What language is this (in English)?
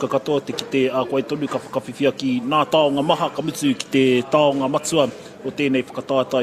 Māori